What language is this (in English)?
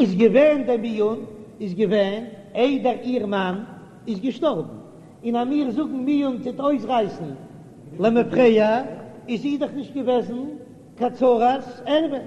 Yiddish